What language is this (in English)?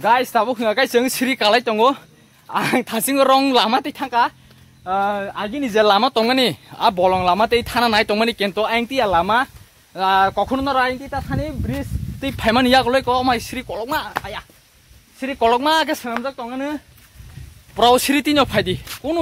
Kok Borok